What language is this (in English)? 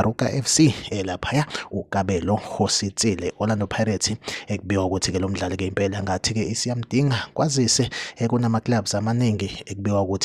Zulu